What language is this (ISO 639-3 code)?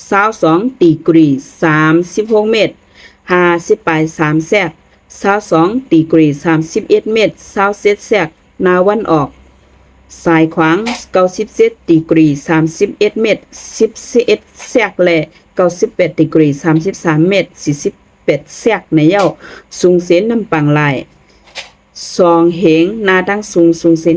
shn